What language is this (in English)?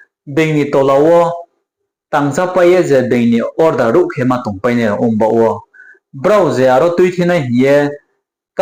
Riang (India)